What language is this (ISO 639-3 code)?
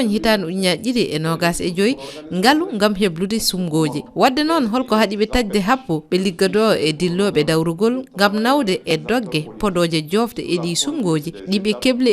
ful